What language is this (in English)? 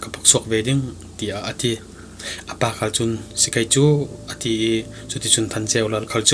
Falam Chin